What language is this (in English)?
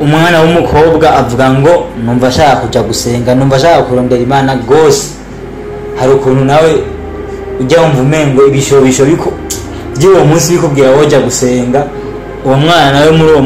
Rundi